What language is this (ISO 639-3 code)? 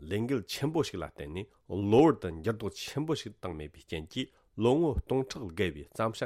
bod